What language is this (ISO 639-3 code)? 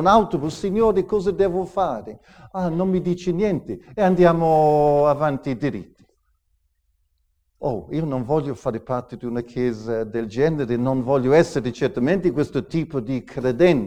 ita